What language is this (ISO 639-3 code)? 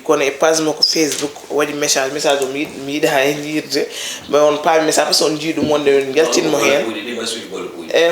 ful